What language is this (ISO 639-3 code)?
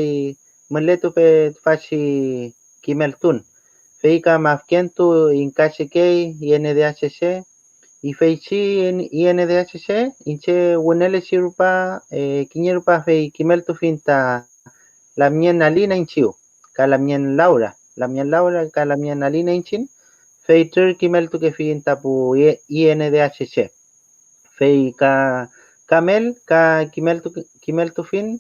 arn